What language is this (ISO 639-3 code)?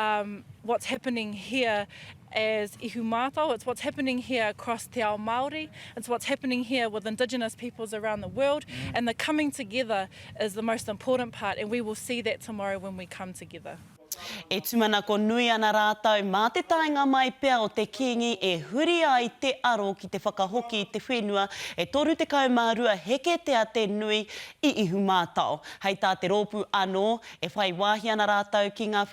mri